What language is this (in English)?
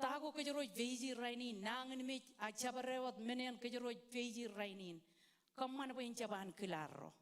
Marshallese